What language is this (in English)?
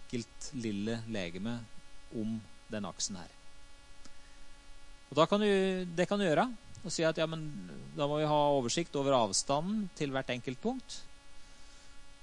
Norwegian